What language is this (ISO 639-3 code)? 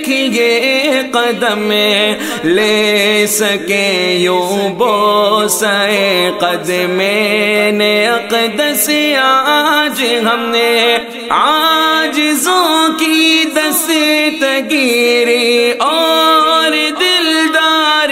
urd